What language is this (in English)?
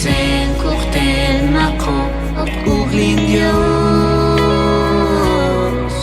Mam